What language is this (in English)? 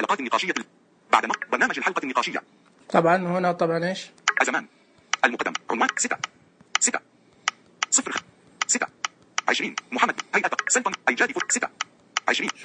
Najdi Arabic